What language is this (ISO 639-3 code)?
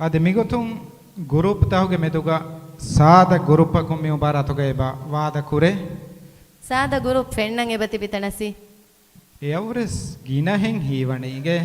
div